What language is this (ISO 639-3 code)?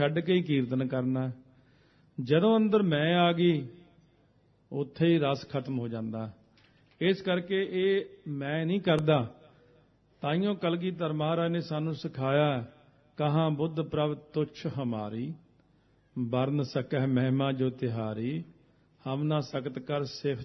pan